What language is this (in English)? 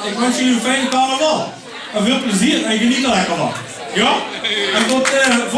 Limburgish